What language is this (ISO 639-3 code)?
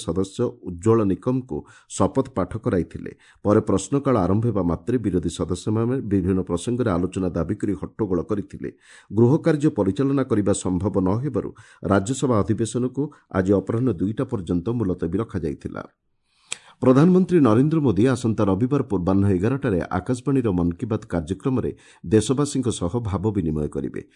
ori